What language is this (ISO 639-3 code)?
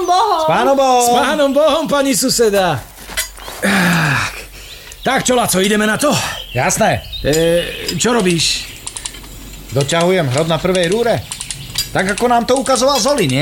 slk